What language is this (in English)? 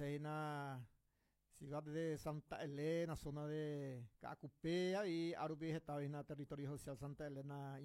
Guarani